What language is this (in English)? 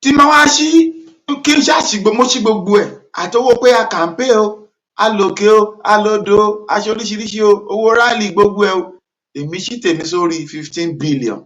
Yoruba